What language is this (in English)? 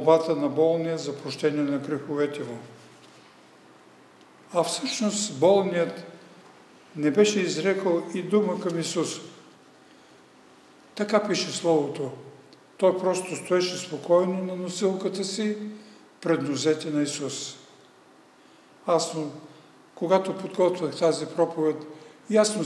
Bulgarian